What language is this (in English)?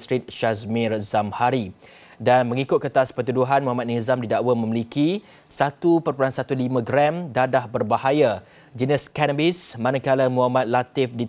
Malay